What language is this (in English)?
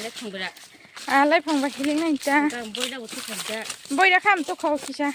Kok Borok